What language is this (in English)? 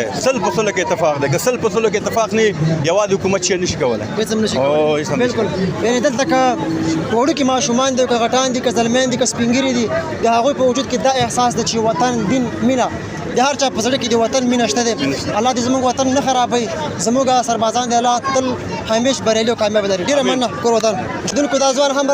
Pashto